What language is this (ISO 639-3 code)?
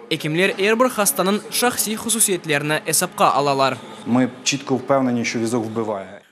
crh